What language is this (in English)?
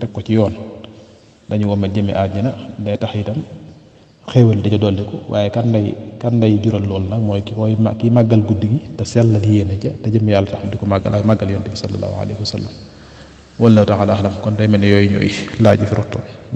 Wolof